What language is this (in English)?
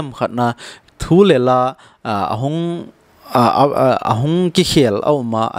Thado Chin